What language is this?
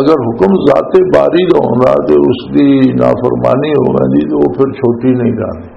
Western Panjabi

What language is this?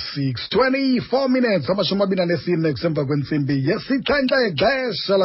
Xhosa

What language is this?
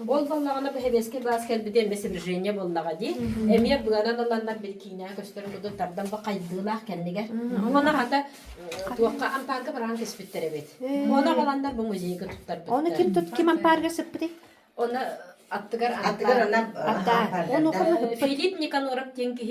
Yakut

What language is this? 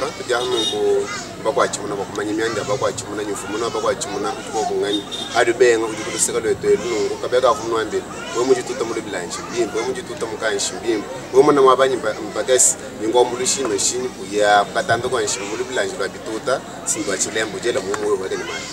Luba-Lulua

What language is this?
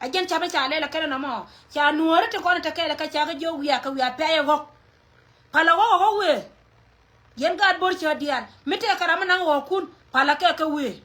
Nuer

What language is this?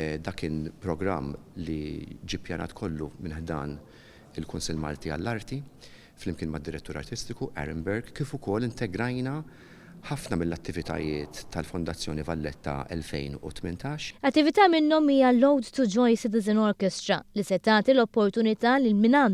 Maltese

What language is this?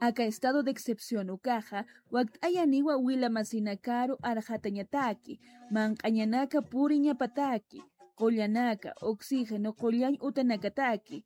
Aymara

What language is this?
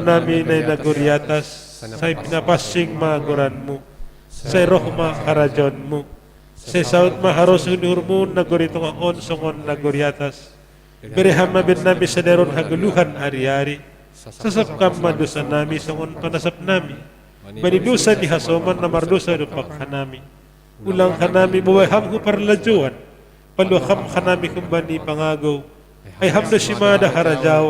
Batak Simalungun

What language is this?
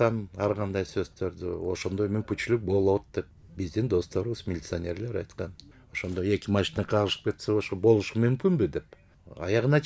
Kyrgyz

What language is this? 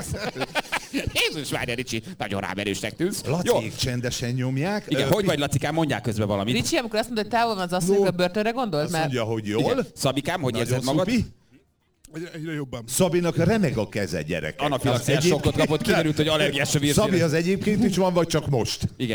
Hungarian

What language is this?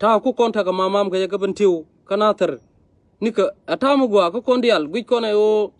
Nuer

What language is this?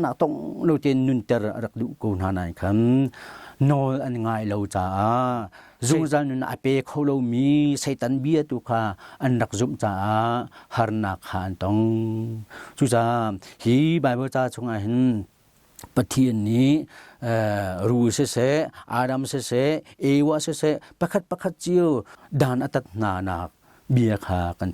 Hakha Chin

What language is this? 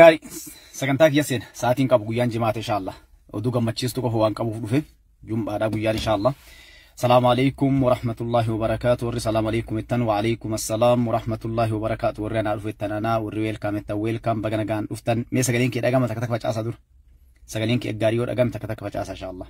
Oromo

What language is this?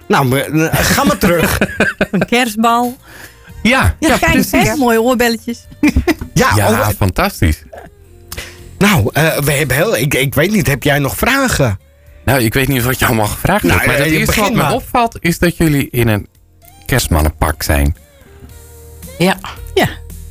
Dutch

